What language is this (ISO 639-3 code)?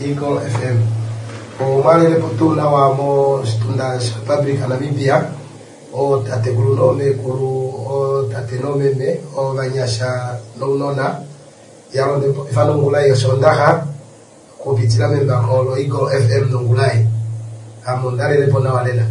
kua